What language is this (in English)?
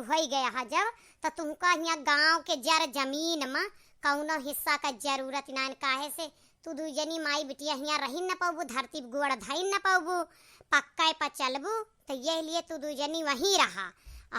Awadhi